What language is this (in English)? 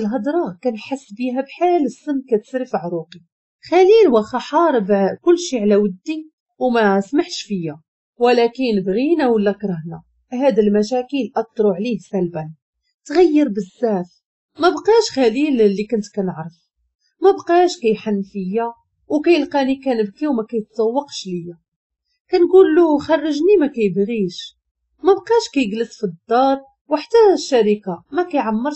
Moroccan Arabic